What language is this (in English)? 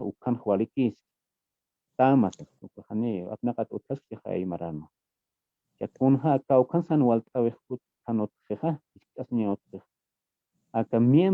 Aymara